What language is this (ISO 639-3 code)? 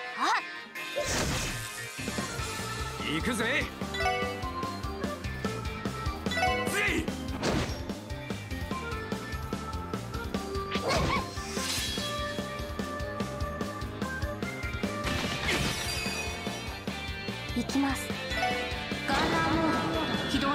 jpn